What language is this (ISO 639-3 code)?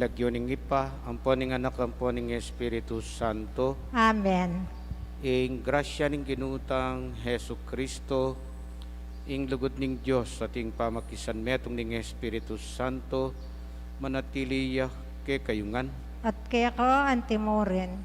pam